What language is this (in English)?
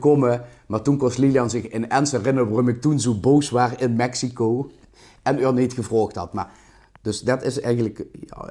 Limburgish